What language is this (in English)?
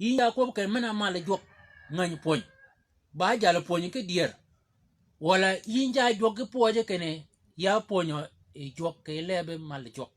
Shilluk